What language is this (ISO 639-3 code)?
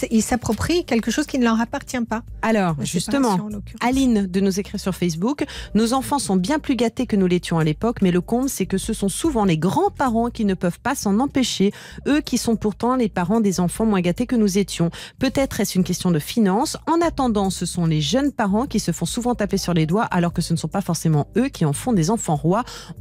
fra